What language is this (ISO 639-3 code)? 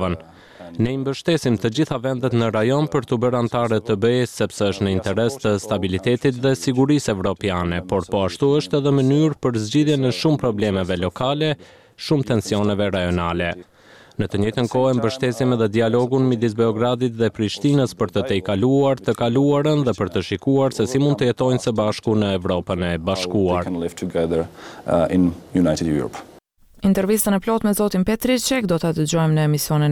sqi